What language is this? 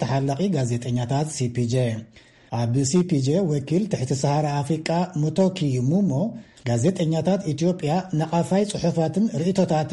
Tigrinya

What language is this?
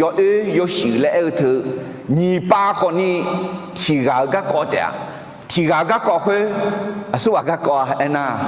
Akha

